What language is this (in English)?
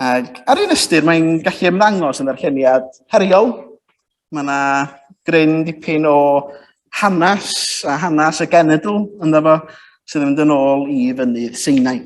Welsh